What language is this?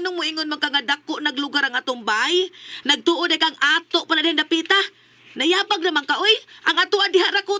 Cebuano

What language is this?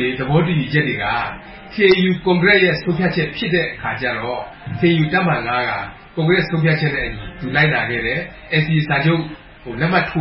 Burmese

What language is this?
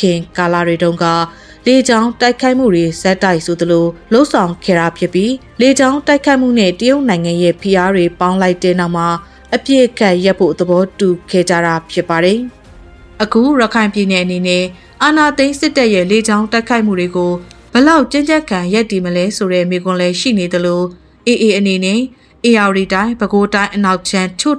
Burmese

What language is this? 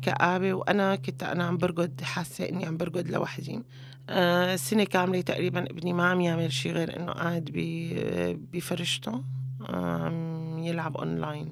North Levantine Arabic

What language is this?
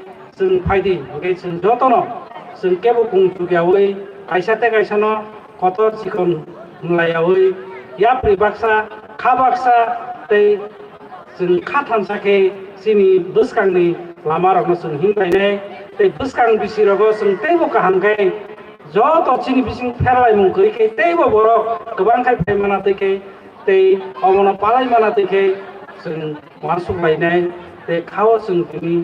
Kok Borok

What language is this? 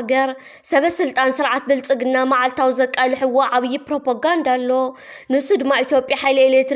Tigrinya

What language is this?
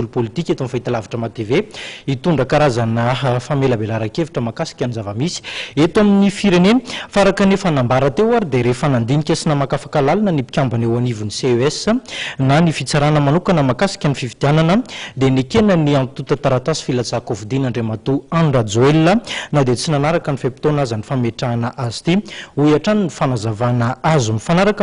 Malagasy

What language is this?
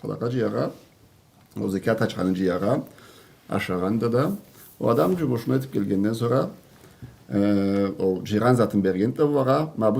Karachay-Balkar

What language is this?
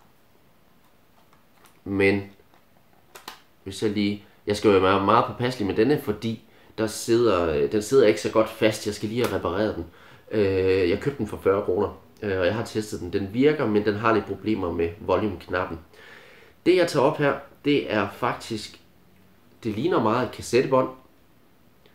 Danish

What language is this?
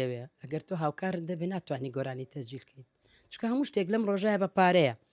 Central Kurdish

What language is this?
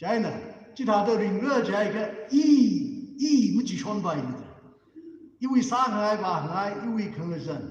Tangkhul Naga (India)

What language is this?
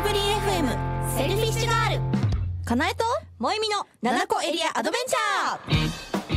Japanese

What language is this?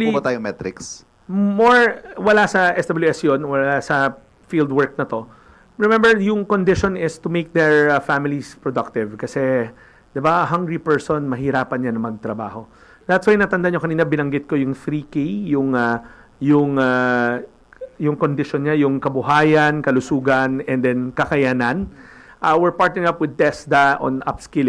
Filipino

